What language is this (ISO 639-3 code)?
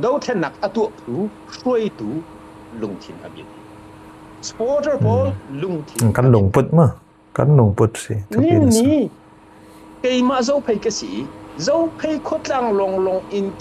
cfm